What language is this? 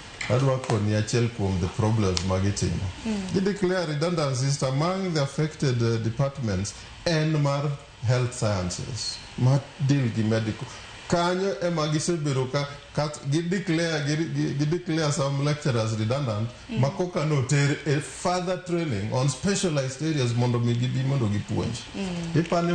Luo (Kenya and Tanzania)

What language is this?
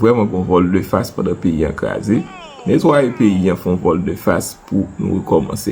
Haitian Creole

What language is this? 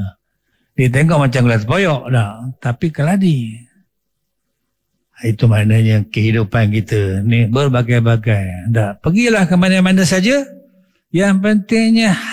Malay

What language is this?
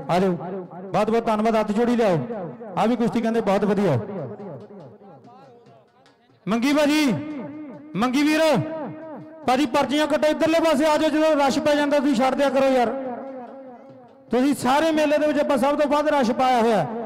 Punjabi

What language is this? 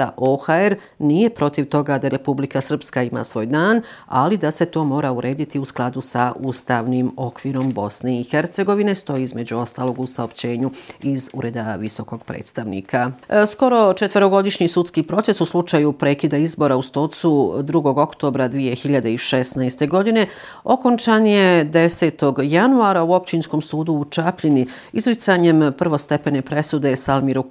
Bosnian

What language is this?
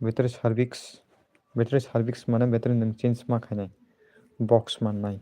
Kok Borok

